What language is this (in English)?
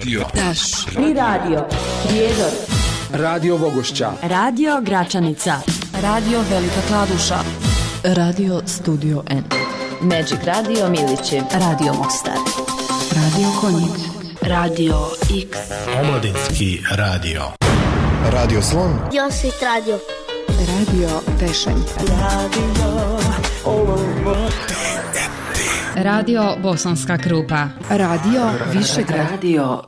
Bosnian